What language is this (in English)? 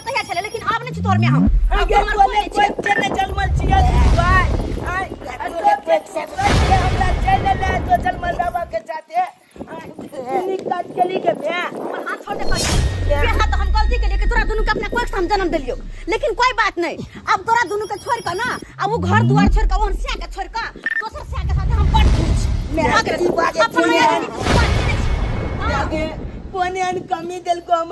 Maithili